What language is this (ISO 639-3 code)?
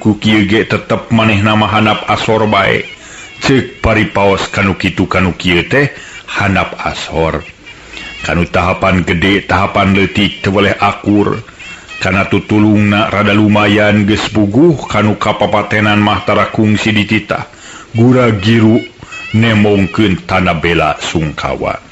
sun